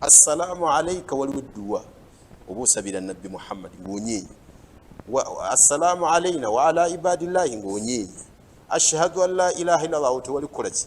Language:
Ganda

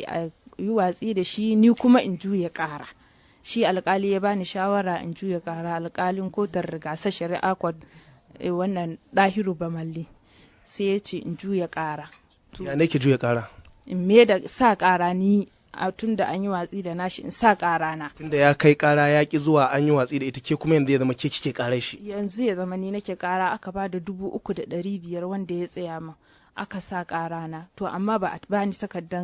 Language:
Hausa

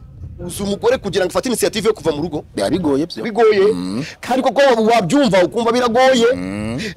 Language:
Kinyarwanda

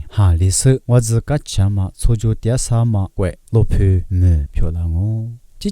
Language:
Lisu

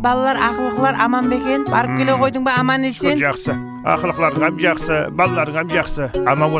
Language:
Kara-Kalpak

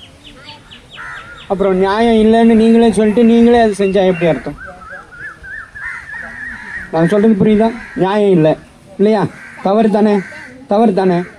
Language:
Tamil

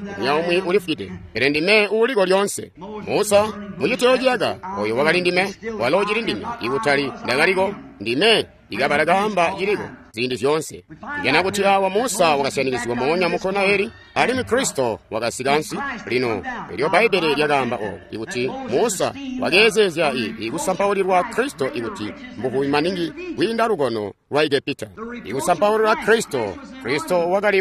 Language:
Tonga (Zambia)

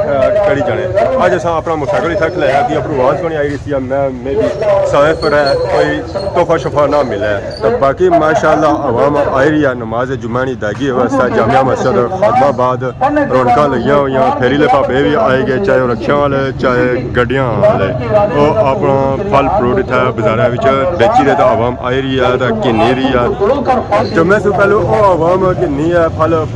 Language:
Pahari-Potwari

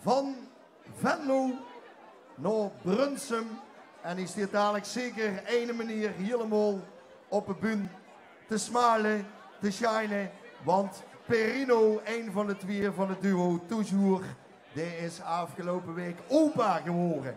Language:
Limburgish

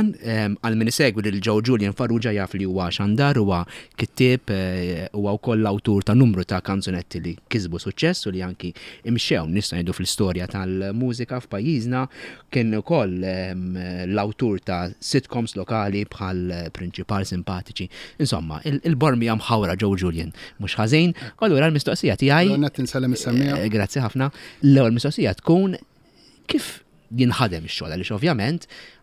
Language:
Maltese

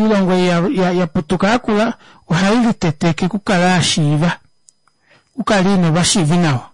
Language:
Kuanyama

